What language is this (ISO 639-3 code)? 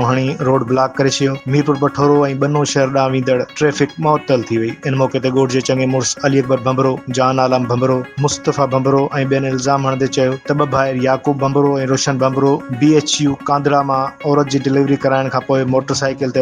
snd